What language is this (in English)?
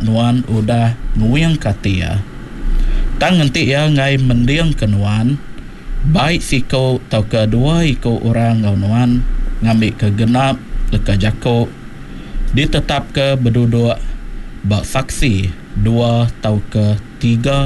Iban